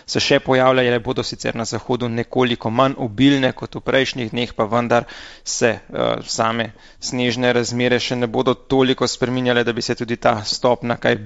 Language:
Slovenian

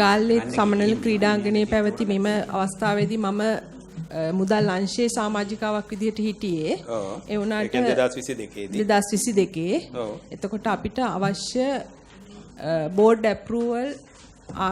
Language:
Sinhala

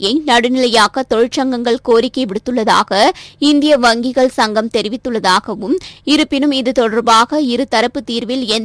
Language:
Tamil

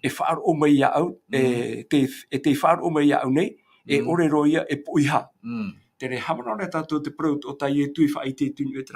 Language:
Tahitian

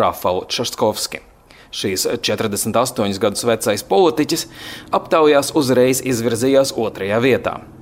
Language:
Latvian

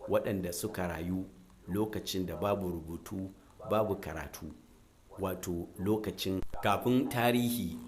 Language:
Hausa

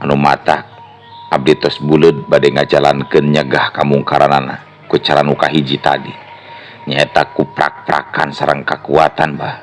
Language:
Sundanese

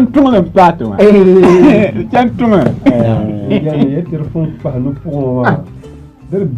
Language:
Dagbani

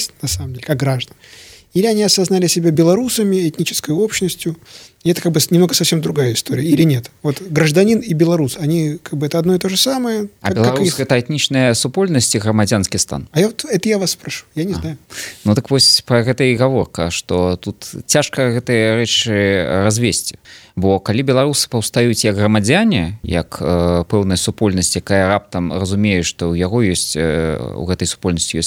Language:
Belarusian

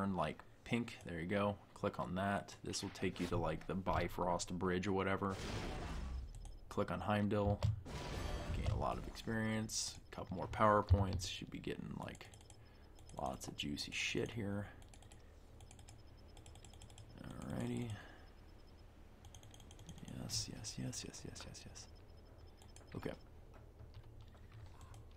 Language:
English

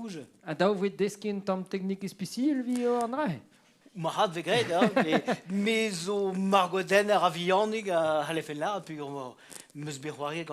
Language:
Breton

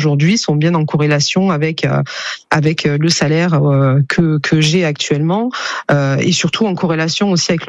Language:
French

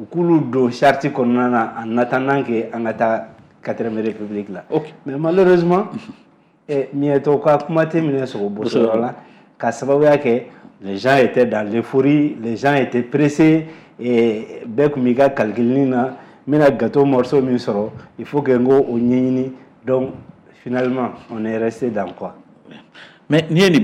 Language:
Bambara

